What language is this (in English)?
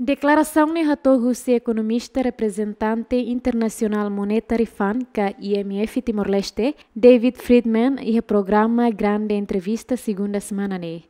Tetum